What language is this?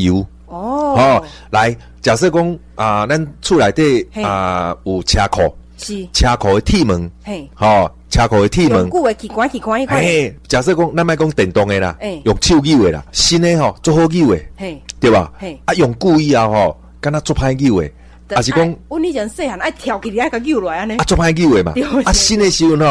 Min Nan Chinese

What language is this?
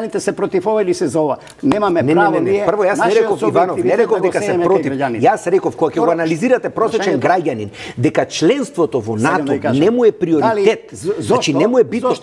Macedonian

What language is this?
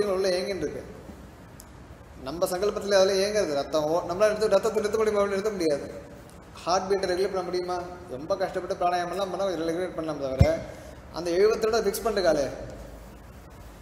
Tamil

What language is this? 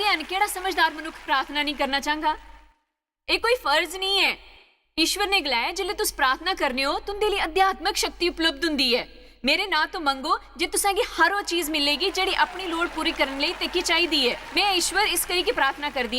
Dogri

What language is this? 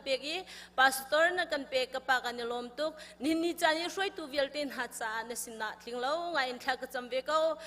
Hakha Chin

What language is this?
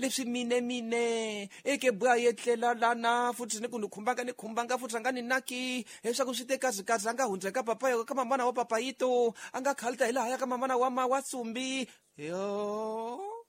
Tsonga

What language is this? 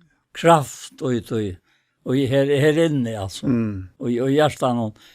Faroese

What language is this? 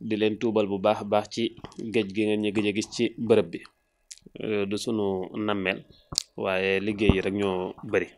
Wolof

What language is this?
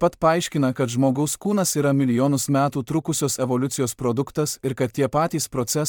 Lithuanian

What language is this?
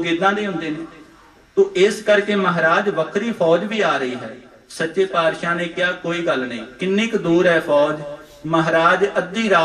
Punjabi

